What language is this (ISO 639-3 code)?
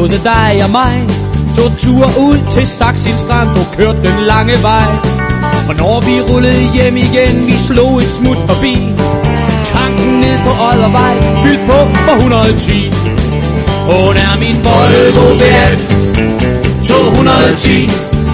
dan